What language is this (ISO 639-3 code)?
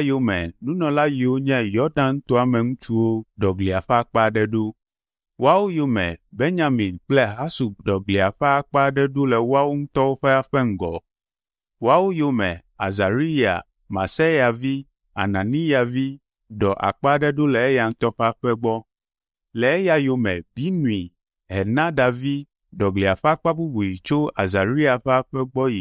ewe